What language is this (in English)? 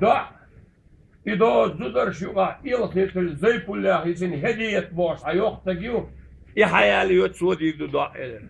Chechen